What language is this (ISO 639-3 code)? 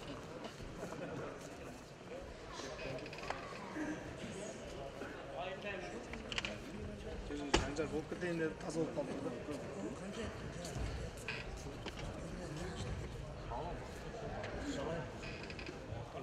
kaz